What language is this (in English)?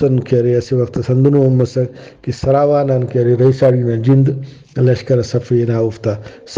Brahui